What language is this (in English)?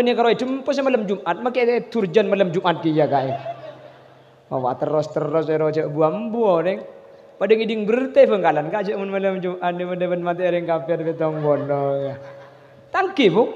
Madurese